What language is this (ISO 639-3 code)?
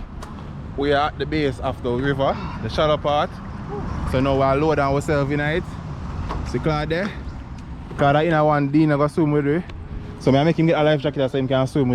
jam